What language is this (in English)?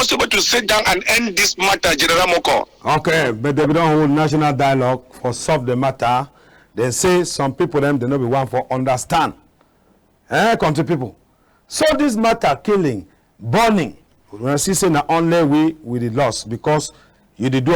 Cameroon Pidgin